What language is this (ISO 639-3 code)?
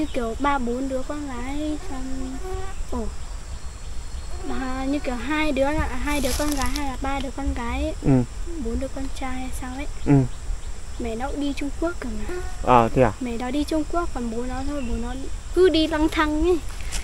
vie